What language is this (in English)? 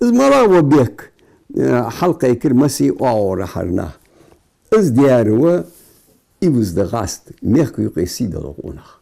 Ingush